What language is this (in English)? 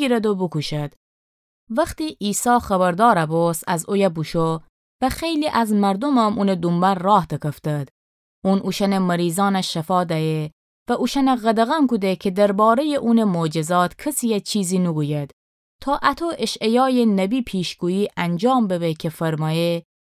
Gilaki